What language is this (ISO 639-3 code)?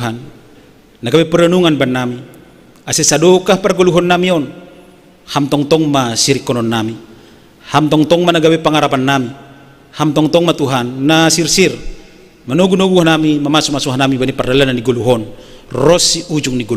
bts